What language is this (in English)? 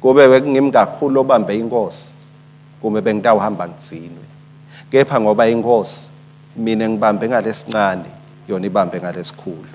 Swati